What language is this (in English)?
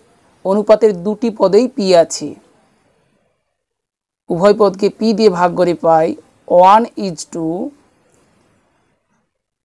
Bangla